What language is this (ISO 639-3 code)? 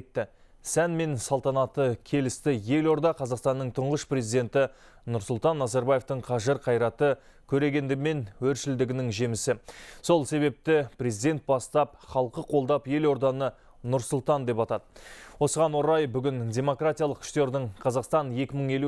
kaz